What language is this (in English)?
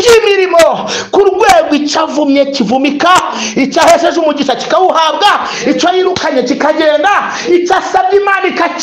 Kinyarwanda